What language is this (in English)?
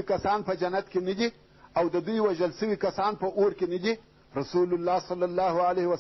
Pashto